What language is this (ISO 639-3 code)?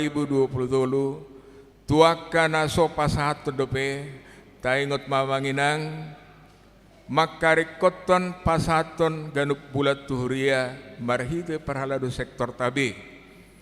bbc